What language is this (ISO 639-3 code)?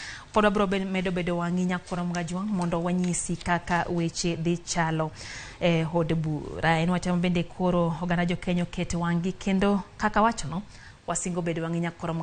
luo